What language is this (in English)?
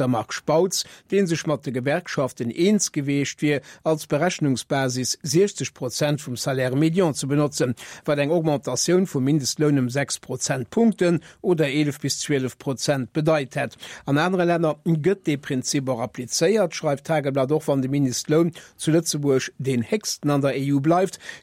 Luxembourgish